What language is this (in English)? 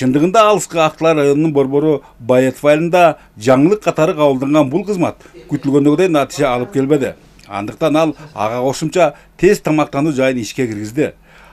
Kyrgyz